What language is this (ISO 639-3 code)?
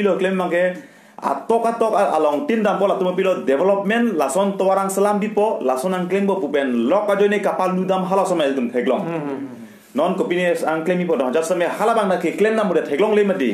mjw